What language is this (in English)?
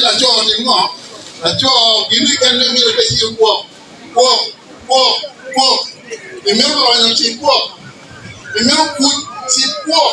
Acoli